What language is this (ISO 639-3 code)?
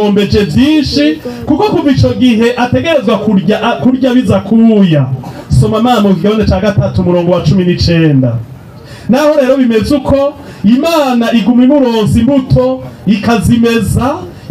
run